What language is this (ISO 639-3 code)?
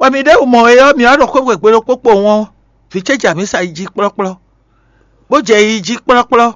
fon